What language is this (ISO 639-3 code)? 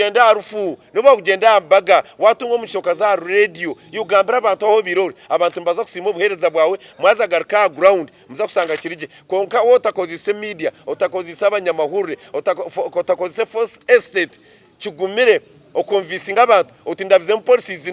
nyn